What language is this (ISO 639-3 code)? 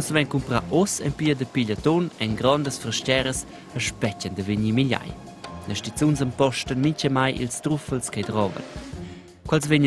roh